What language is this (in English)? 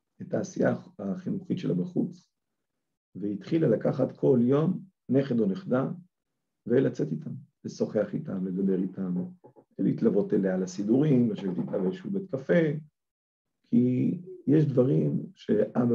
Hebrew